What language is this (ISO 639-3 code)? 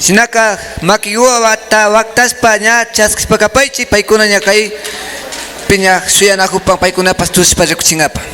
qvi